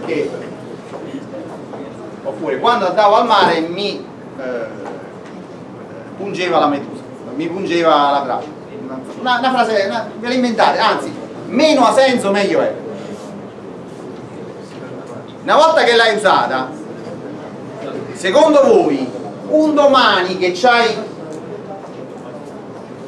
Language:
Italian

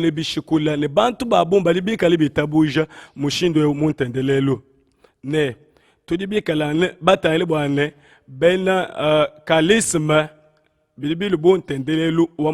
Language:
Luba-Lulua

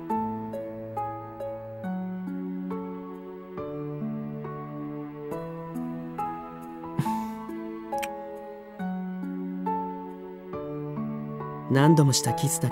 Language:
Japanese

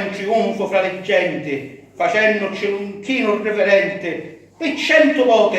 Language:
Sicilian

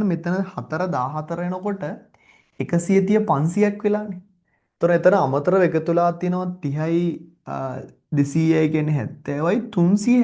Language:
Sinhala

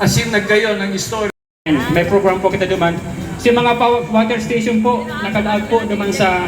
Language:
Bikol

